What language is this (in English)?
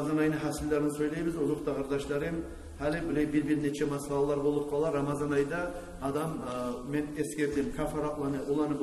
Kumyk